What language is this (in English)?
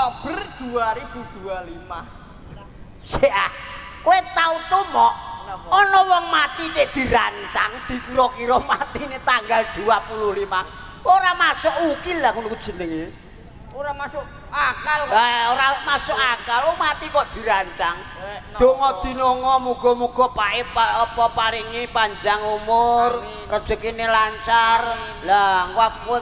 Javanese